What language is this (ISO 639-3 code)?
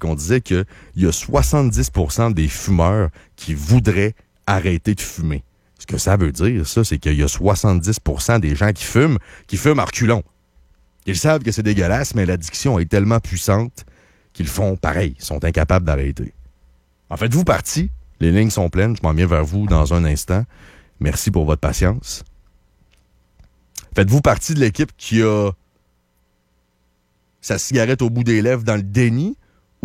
fra